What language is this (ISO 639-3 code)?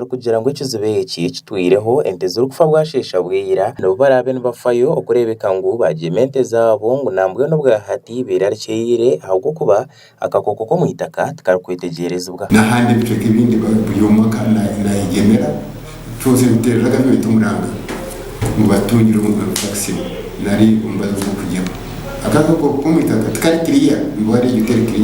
nyn